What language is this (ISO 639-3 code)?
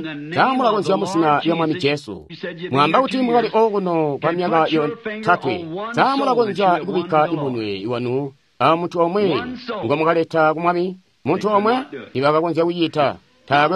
toi